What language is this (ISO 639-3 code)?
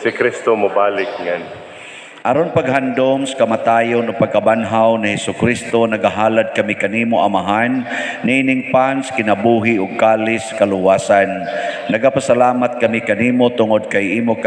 ceb